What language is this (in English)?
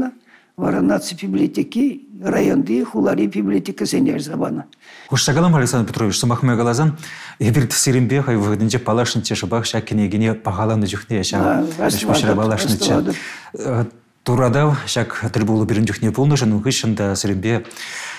Chuvash